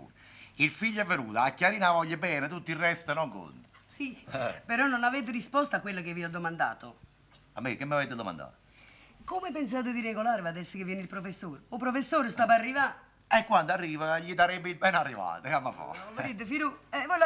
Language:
Neapolitan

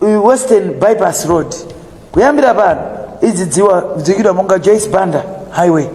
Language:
Nyanja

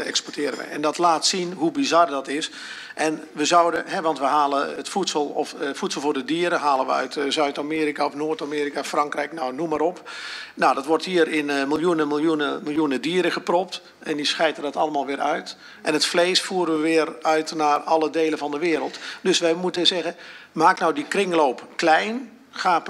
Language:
Dutch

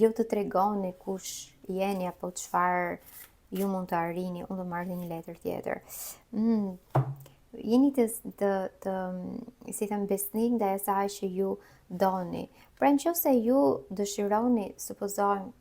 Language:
Albanian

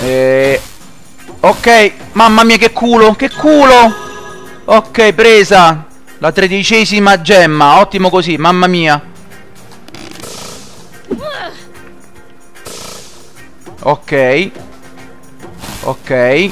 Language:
Italian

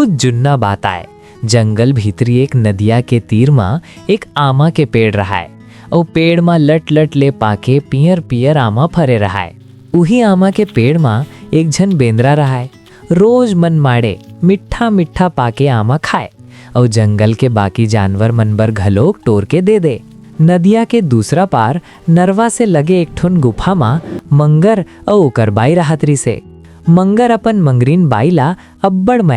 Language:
Chhattisgarhi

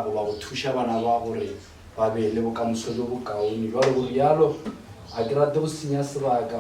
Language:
Northern Sotho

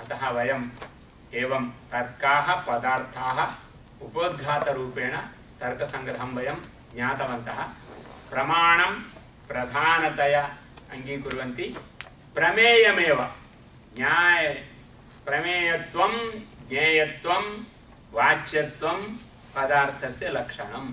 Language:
Sanskrit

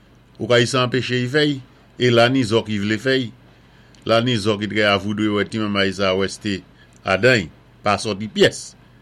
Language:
Saint Lucian Creole French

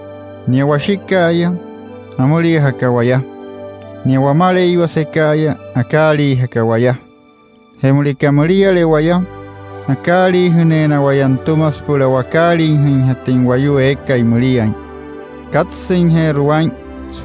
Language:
Wayuu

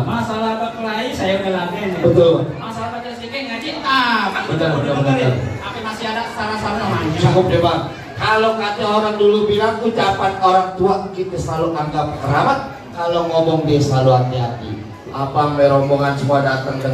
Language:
Betawi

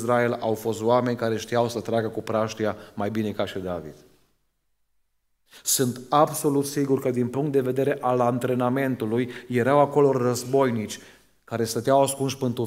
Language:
Romanian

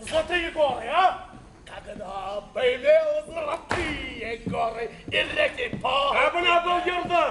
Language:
Bashkir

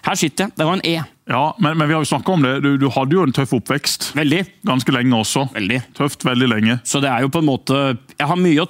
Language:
Norwegian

